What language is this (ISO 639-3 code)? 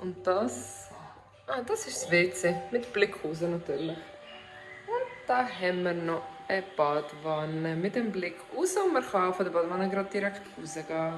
gsw